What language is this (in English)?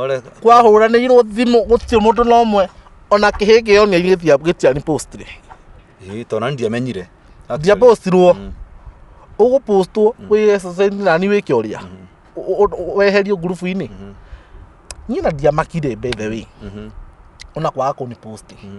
Kikuyu